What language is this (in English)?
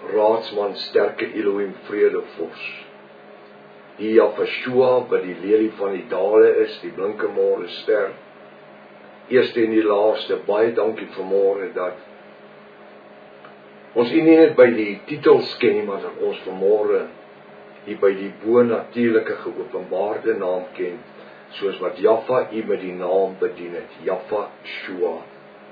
Afrikaans